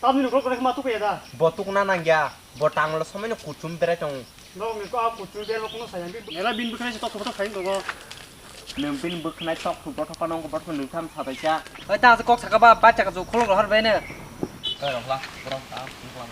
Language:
Kok Borok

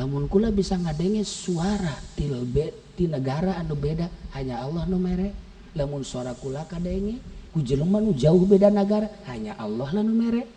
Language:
Sundanese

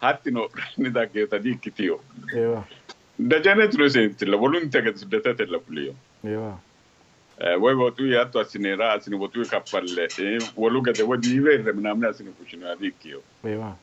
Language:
Sidamo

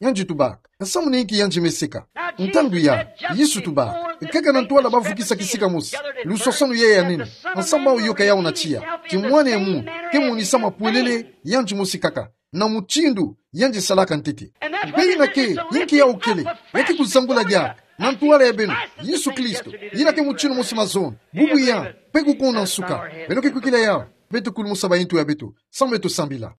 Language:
Kituba (Democratic Republic of Congo)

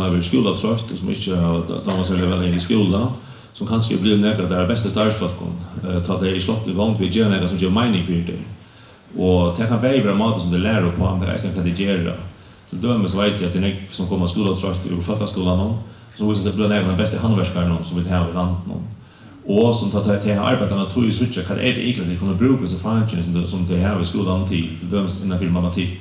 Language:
Faroese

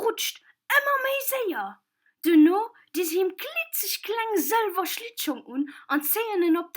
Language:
Luxembourgish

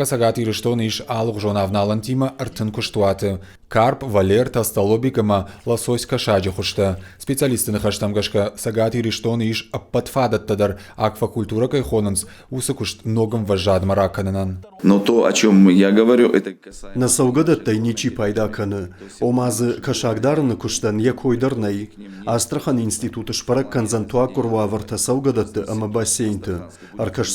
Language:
Ossetic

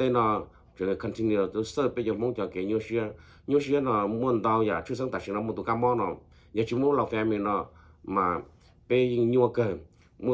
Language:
Hmong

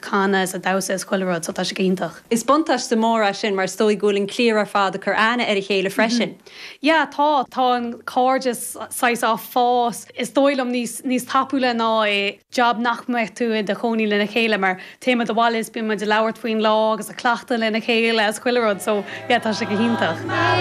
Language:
Irish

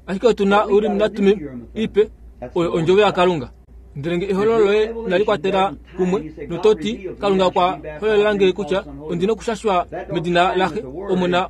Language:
Kuanyama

